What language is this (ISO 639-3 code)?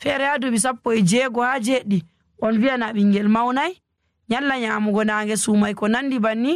ful